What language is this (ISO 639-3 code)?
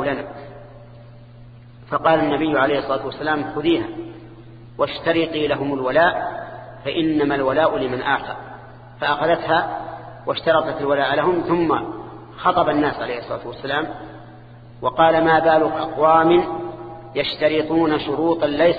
ara